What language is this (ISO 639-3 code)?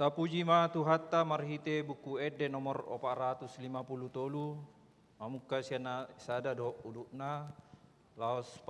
bbc